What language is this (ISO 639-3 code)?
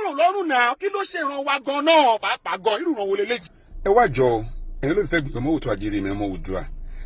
yor